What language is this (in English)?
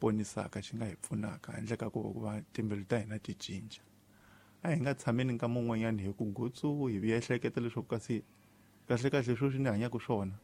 Tsonga